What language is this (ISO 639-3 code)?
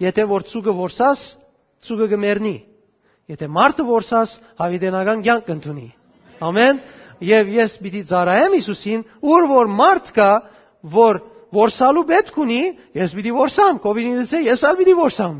hyw